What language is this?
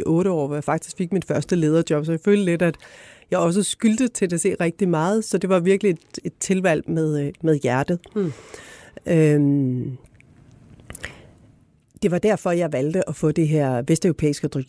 Danish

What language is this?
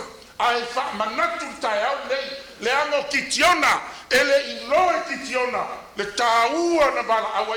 Samoan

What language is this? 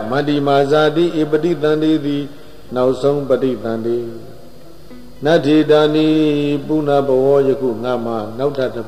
Burmese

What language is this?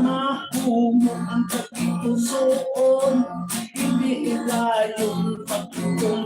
Hiligaynon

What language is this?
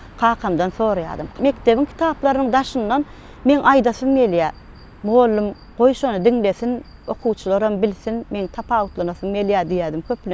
Turkmen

